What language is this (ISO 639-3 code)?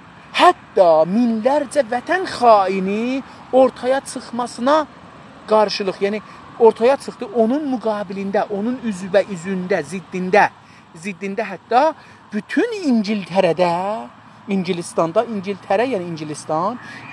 azb